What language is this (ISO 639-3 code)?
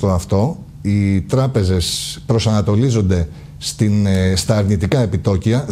ell